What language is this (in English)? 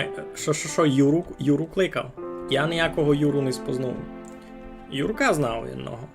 Rusyn